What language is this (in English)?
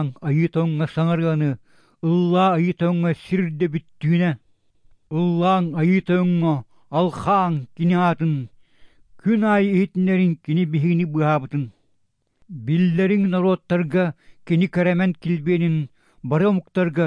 Yakut